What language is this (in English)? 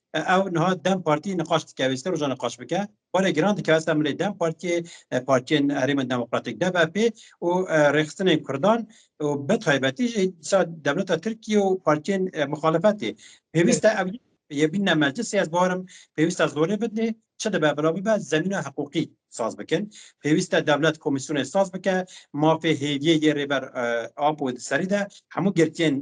Kurdish